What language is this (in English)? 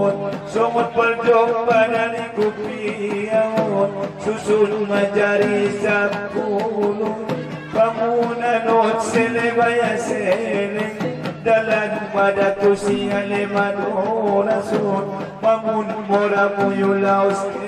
Batak Angkola